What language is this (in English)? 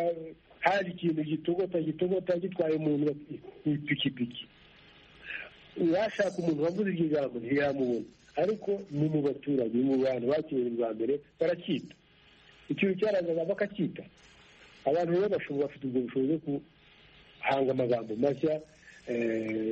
Kinyarwanda